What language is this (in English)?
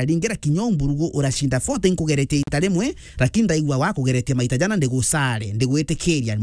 Meru